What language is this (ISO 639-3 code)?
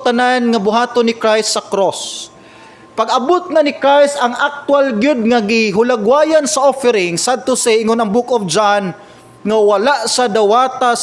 ceb